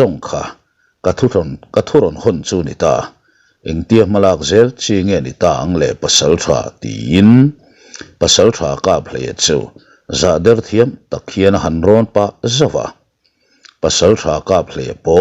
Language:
Mizo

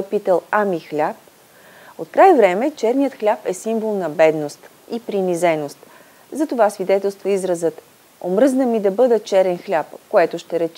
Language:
Bulgarian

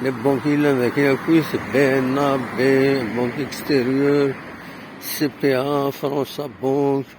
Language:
Kabyle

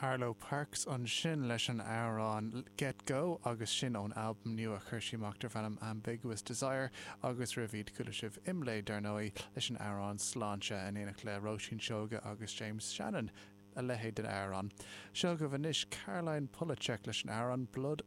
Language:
Irish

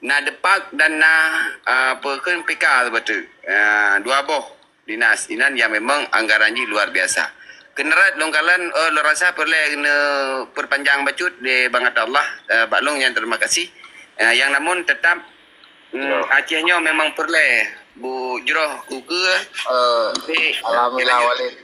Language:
Achinese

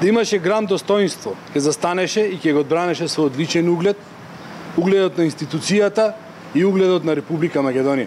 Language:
Macedonian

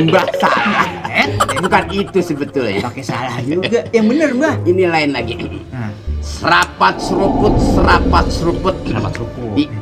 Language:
Betawi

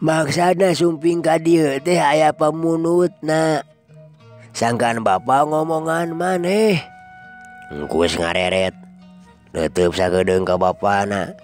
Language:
Sundanese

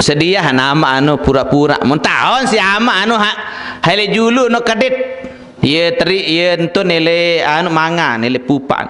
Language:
Sasak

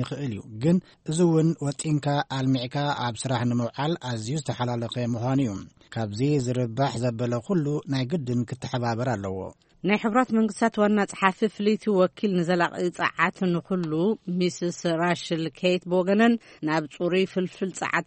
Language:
Tigrinya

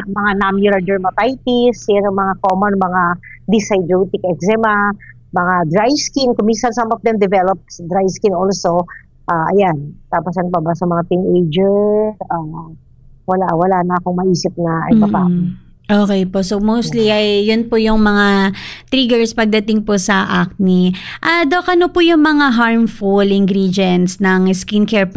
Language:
Filipino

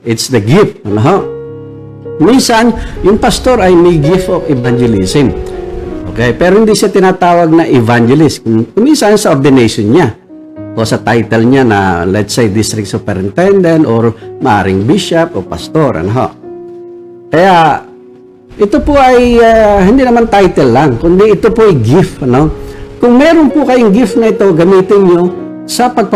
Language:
Filipino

